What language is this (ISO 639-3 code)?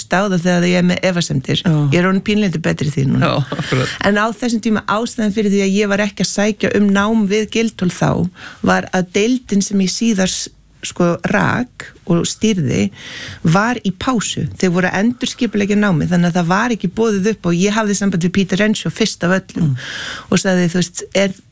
isl